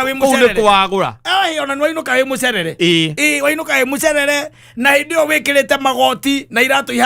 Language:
Kikuyu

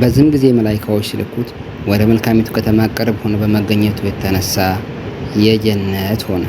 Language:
Amharic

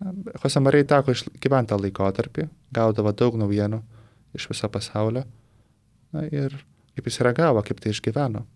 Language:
Lithuanian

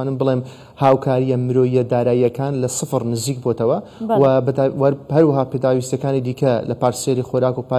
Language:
Central Kurdish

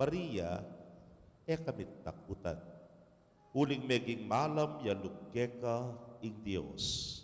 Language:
Pampanga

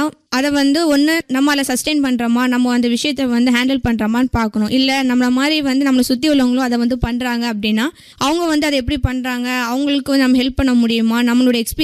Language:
Tamil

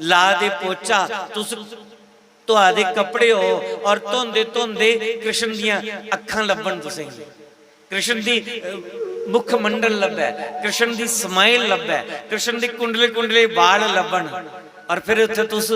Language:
Dogri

